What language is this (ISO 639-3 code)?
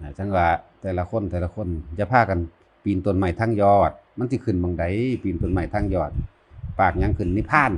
tts